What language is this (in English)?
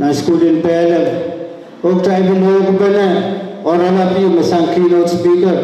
Pohnpeian